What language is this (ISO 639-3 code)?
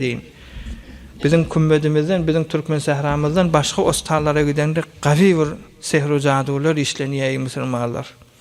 tuk